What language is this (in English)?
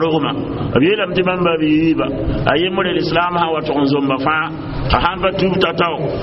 Mossi